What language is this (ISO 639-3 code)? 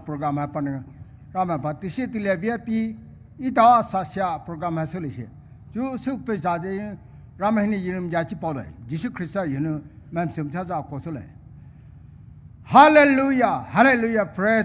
pmx